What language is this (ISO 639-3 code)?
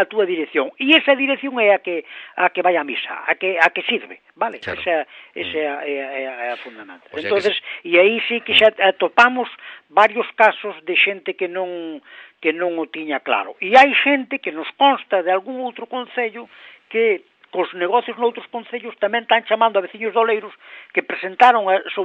glg